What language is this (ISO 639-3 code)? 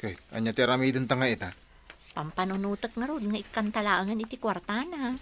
ilo